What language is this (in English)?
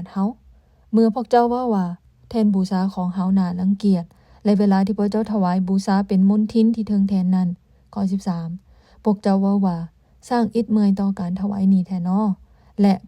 Lao